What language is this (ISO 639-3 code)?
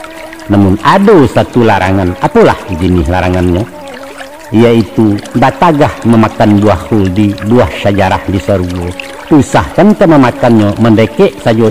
min